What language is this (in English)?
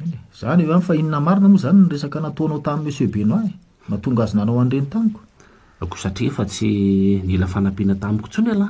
Malagasy